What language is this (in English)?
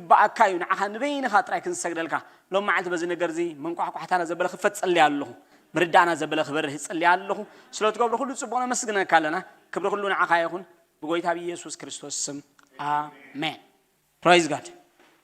Tigrinya